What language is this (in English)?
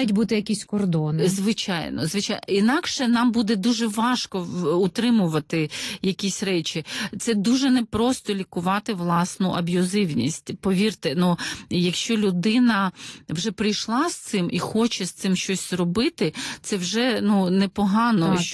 Ukrainian